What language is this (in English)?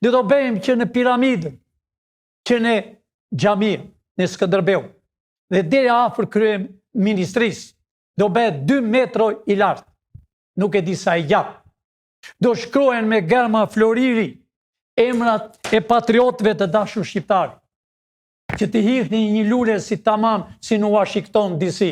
Albanian